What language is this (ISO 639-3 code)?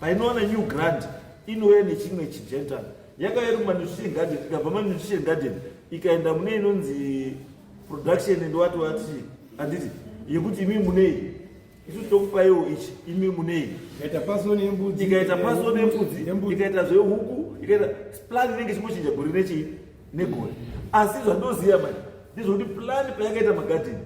sna